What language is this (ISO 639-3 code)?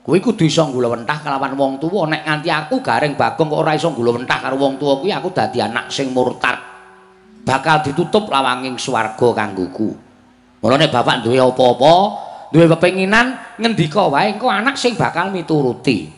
jav